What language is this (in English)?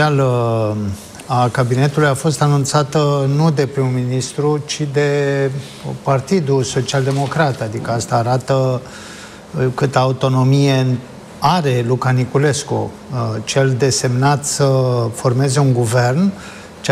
Romanian